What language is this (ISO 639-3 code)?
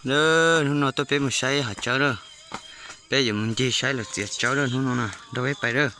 hmn